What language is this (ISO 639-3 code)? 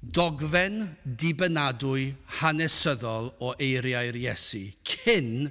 cym